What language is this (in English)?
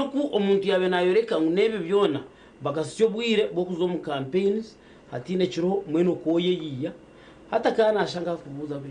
Nyankole